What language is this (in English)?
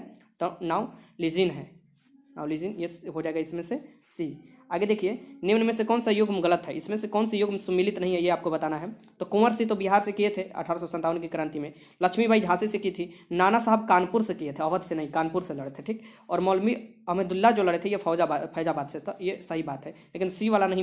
Hindi